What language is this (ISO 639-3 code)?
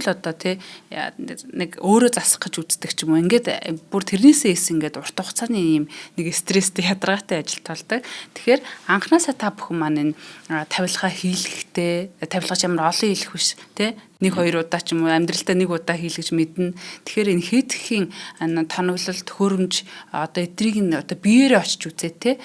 mon